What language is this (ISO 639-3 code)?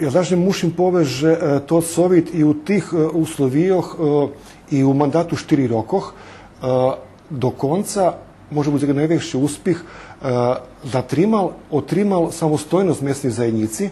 rue